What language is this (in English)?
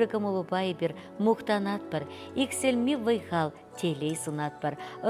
Chuvash